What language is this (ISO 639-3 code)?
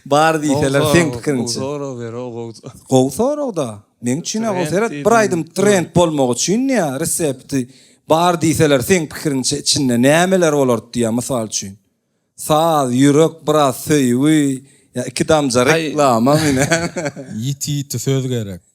tuk